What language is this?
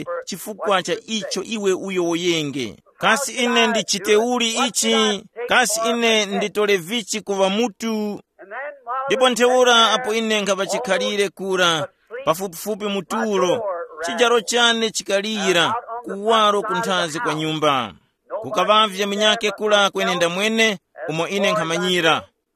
Tumbuka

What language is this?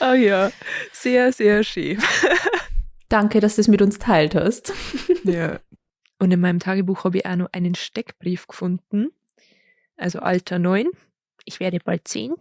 Bavarian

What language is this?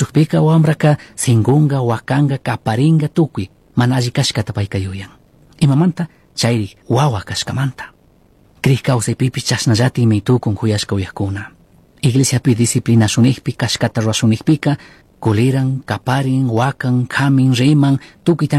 Chimborazo Highland Quichua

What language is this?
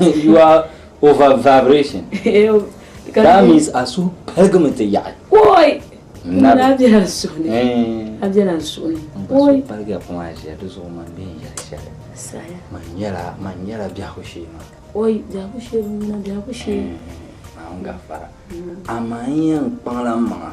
Dagbani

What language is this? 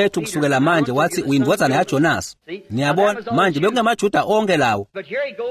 Swati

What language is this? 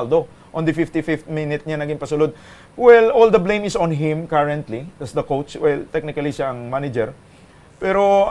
Hiligaynon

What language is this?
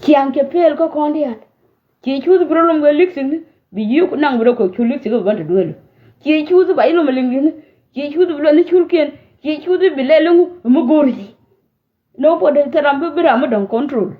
Nuer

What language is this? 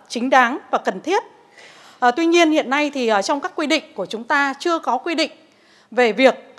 Vietnamese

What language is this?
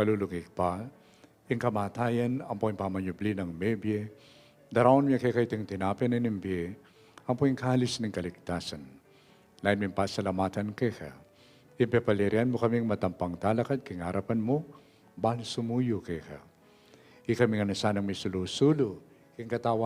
Pampanga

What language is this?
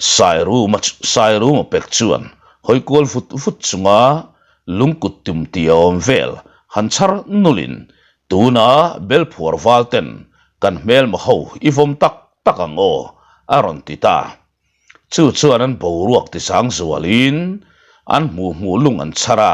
Mizo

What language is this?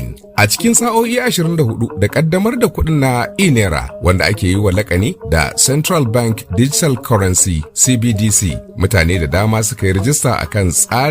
Hausa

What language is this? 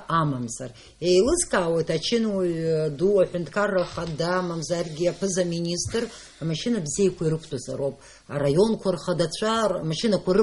Abkhazian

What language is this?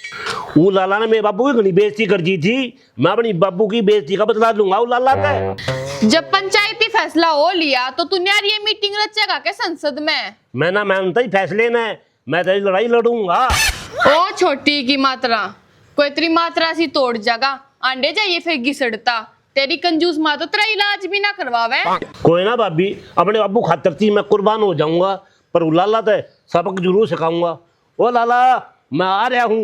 Haryanvi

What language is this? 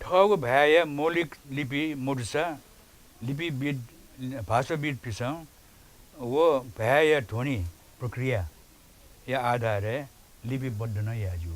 Newari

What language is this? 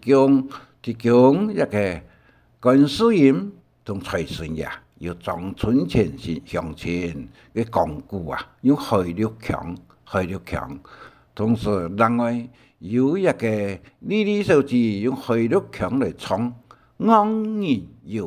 Hakka Chinese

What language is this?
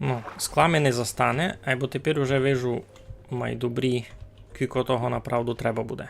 Rusyn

